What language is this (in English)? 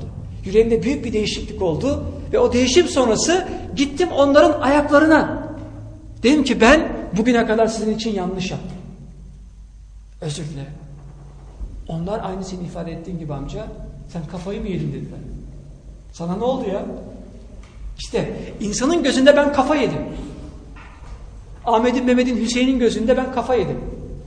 Turkish